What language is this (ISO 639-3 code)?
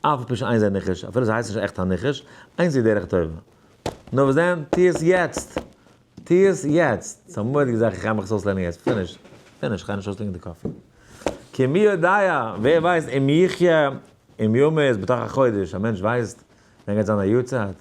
yid